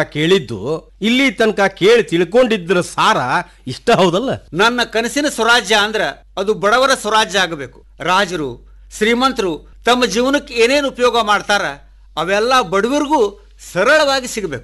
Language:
Kannada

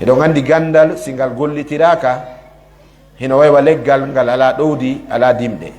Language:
Fula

